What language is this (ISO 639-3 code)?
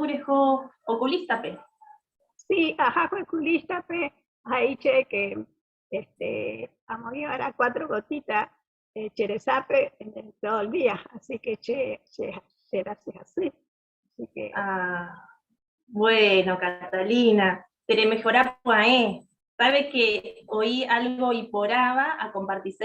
grn